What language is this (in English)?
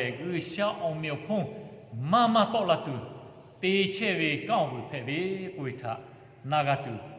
Lahu